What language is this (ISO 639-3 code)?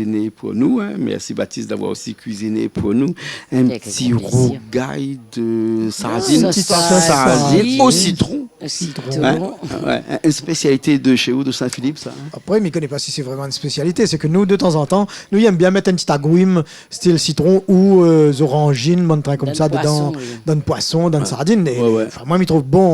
rcf